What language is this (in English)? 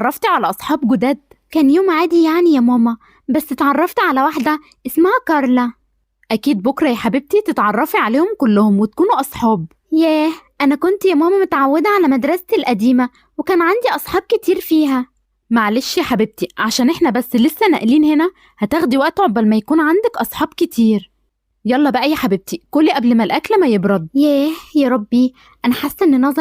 Egyptian Arabic